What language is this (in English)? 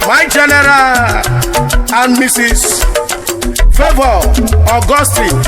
Urhobo